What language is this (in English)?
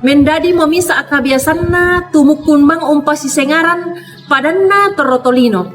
Toraja-Sa'dan